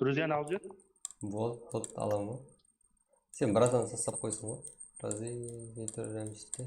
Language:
Kara-Kalpak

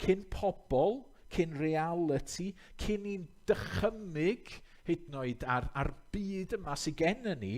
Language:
Welsh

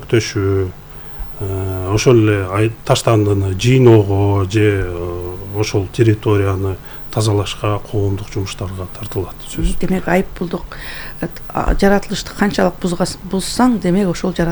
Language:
Kyrgyz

